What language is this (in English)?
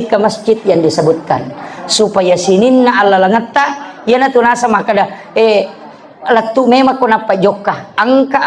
Buginese